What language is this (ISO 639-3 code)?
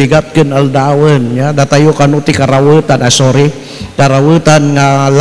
ilo